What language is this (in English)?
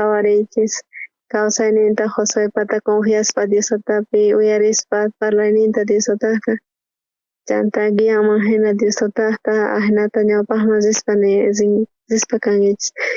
South Bolivian Quechua